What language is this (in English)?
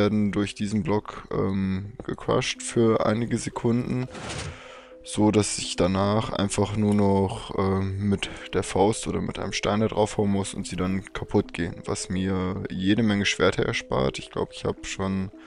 German